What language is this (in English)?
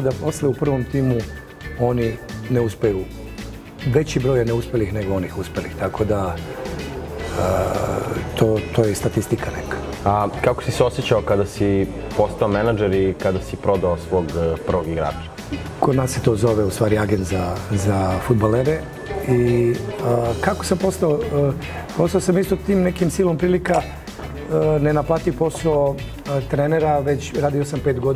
Serbian